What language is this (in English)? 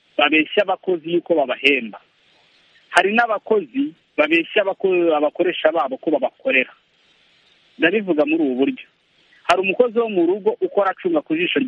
Kinyarwanda